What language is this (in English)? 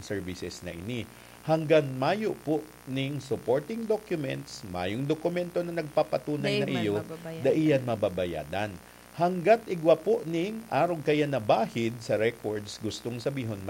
Bikol